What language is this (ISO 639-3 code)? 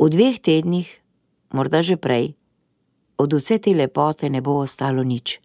slv